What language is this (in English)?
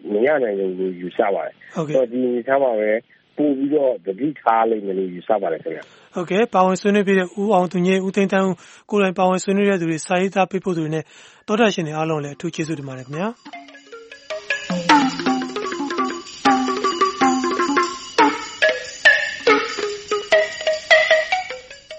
Burmese